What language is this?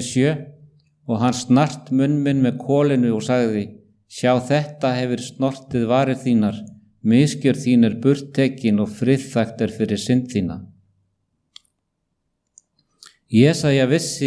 Icelandic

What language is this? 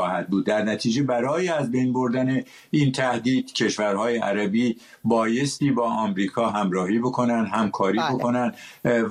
Persian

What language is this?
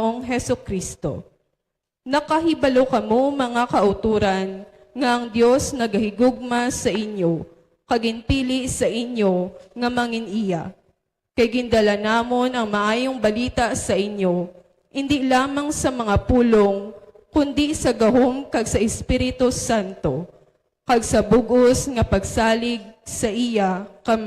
Hiligaynon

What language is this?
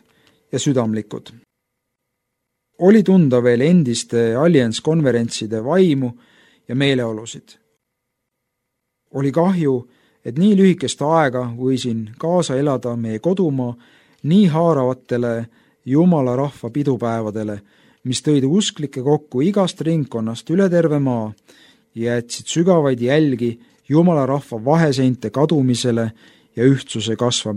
Estonian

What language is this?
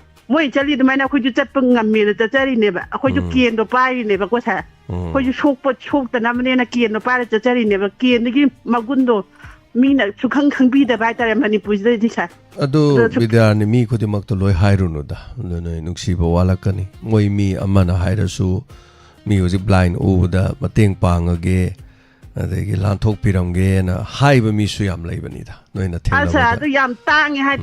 Manipuri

